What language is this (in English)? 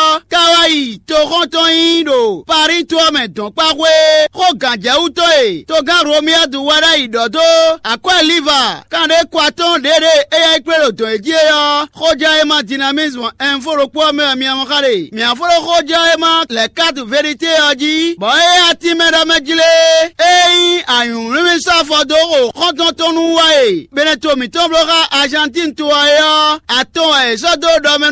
Fon